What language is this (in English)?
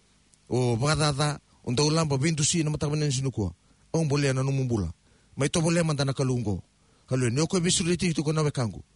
Fijian